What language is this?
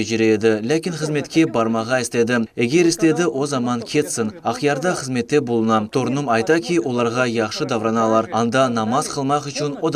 Crimean Tatar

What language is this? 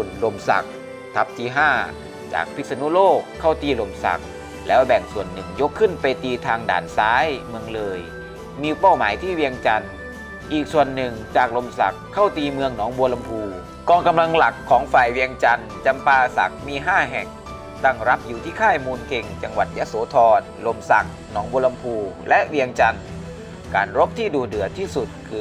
Thai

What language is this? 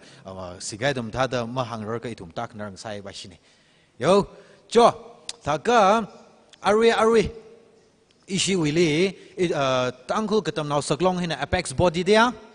Tangkhul Naga (India)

